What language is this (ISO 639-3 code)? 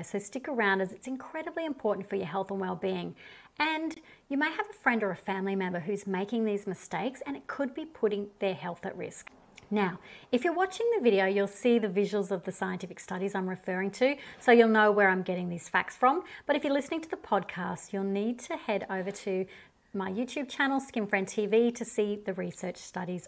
eng